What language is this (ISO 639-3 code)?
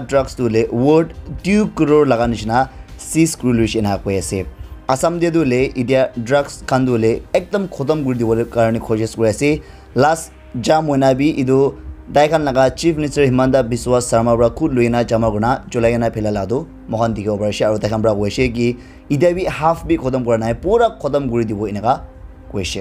nag